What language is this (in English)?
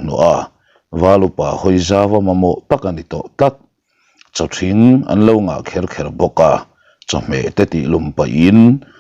Mizo